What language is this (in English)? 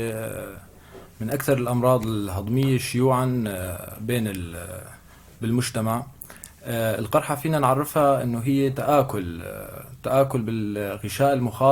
North Levantine Arabic